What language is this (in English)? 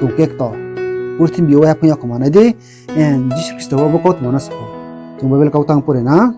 Riang (India)